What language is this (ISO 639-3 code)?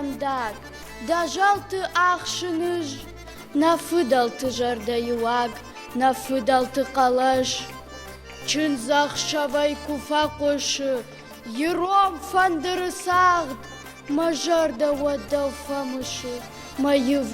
oss